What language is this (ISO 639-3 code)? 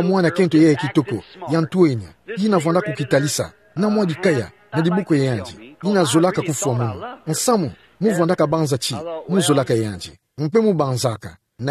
ktu